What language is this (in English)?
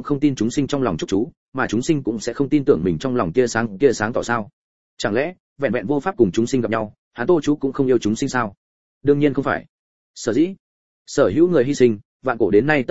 Vietnamese